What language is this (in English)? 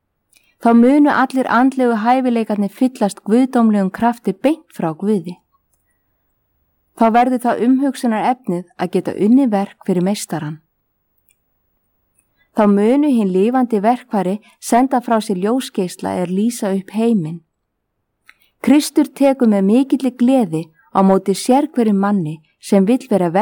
Icelandic